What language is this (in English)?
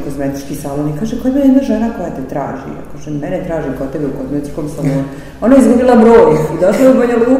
Serbian